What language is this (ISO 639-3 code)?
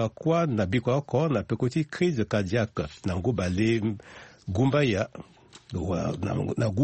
sag